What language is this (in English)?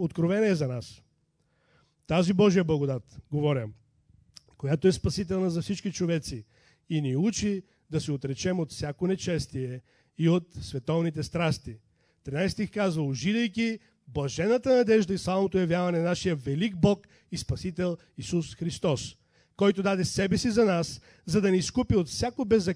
Bulgarian